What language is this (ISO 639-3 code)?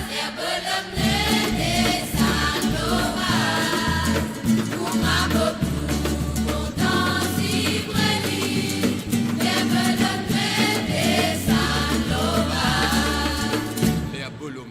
mfe